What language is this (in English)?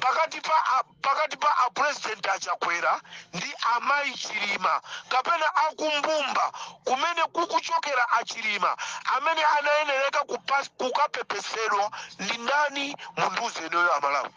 Nyanja